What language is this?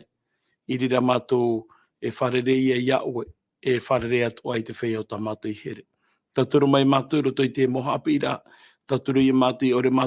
Tahitian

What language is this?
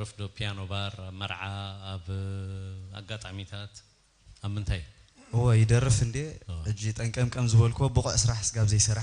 Tigrinya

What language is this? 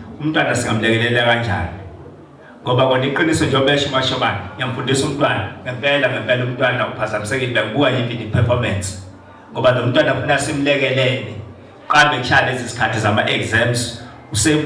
Zulu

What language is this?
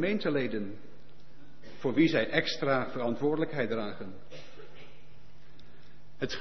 Dutch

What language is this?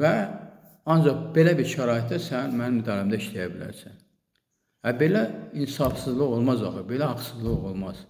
Azerbaijani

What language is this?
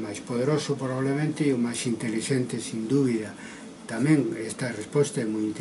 Galician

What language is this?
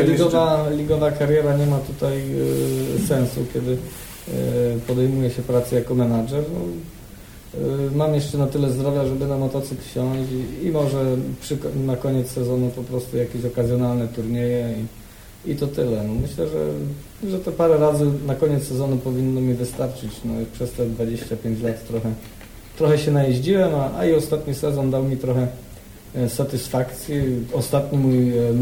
Polish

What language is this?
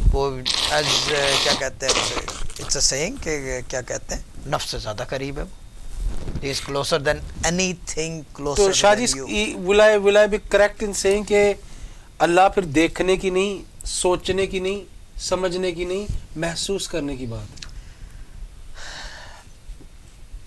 Urdu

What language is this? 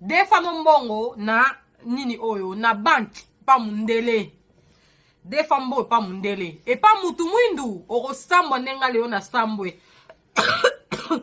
Lingala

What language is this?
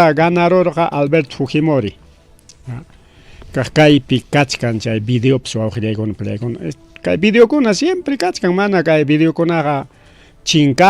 Ayacucho Quechua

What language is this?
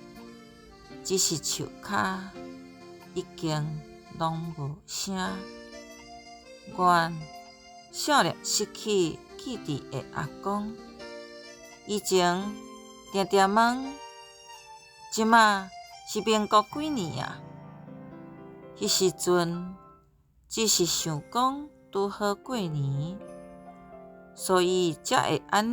Min Nan Chinese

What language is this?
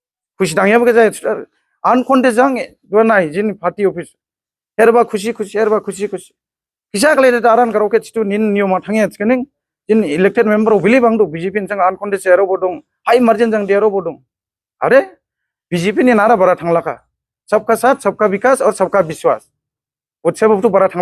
Dimasa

